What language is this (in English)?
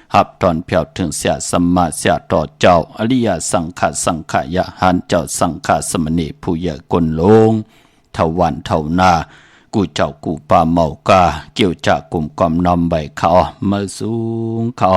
Shan